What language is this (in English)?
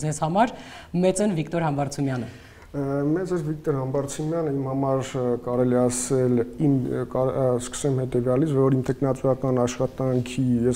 Armenian